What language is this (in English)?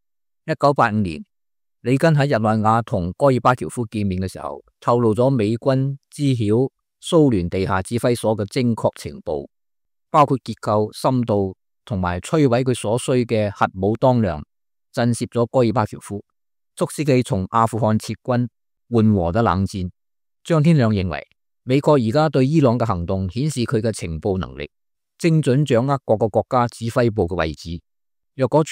Cantonese